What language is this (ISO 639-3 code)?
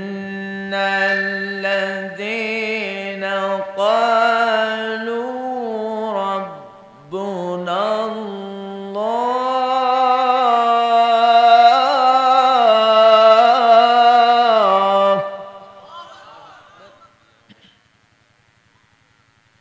ben